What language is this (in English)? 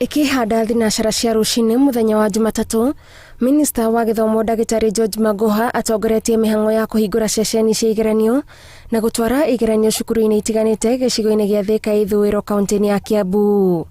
Kikuyu